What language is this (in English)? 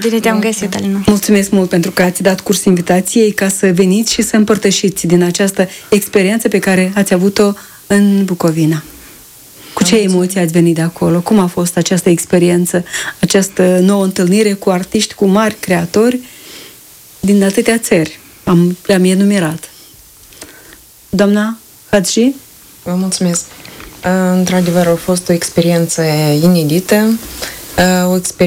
Romanian